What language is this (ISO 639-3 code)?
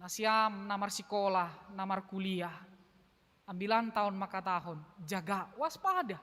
bts